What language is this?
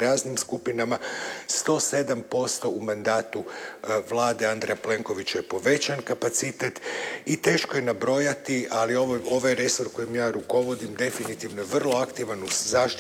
Croatian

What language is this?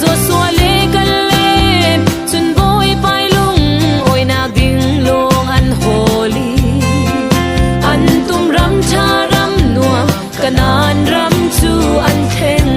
Falam Chin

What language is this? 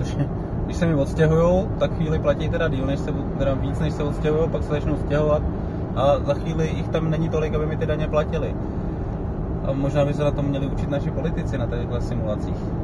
Czech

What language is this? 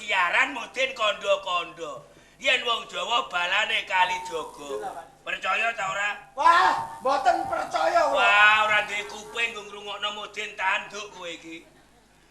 Javanese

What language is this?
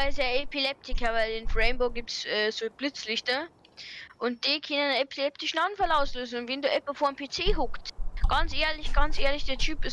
Bavarian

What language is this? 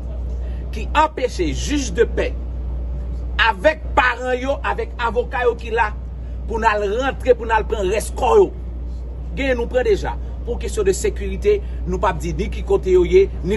Haitian Creole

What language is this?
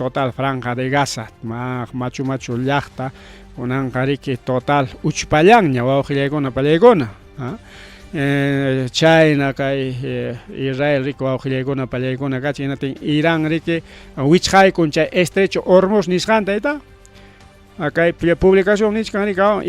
Ayacucho Quechua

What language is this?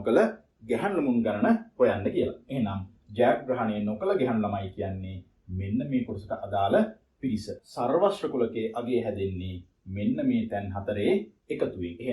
Sinhala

